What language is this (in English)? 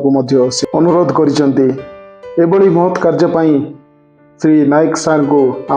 Odia